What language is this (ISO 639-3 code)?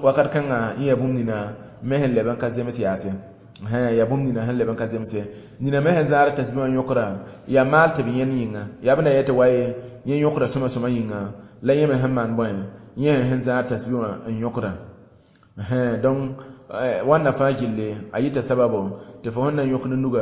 mos